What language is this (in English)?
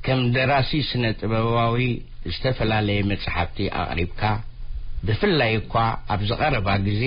Tigrinya